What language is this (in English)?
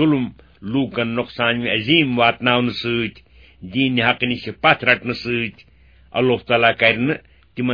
Kashmiri